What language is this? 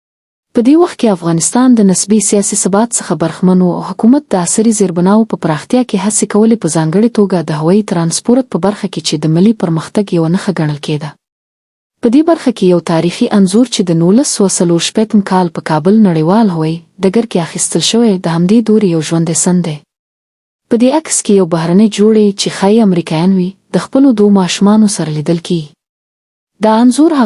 Pashto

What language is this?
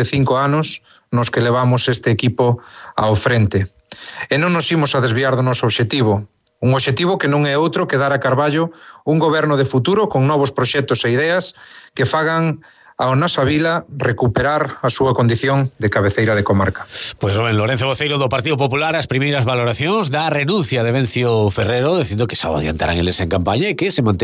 Galician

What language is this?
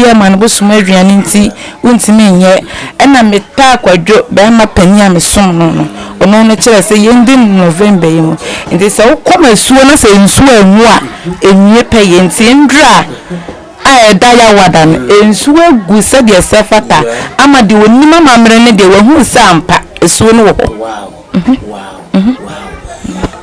Akan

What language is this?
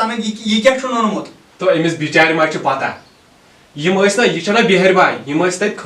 Kashmiri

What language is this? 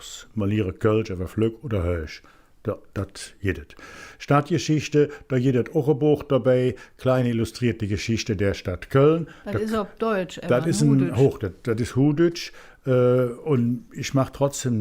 Colognian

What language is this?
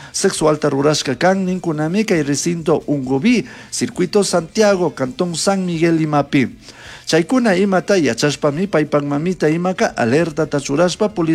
Chimborazo Highland Quichua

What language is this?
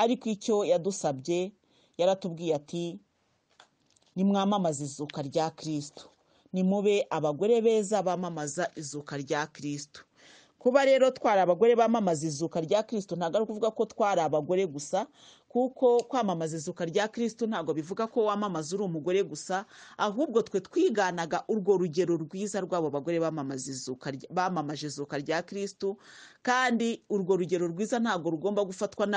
Kinyarwanda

